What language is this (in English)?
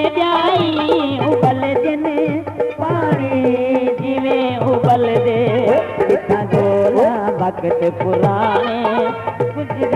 Saraiki